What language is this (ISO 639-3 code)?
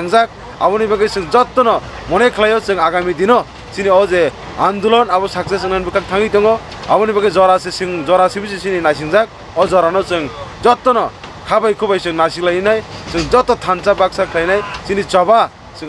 trp